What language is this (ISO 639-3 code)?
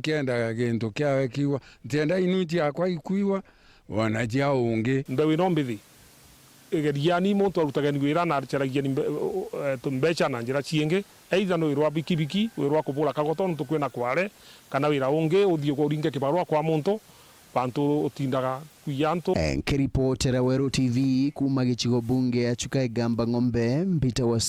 mer